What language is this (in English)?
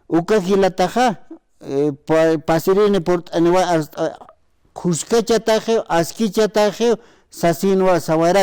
Aymara